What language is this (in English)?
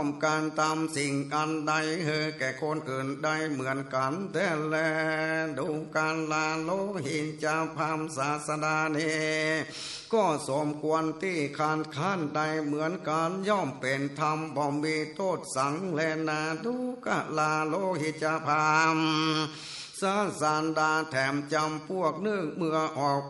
Northern Thai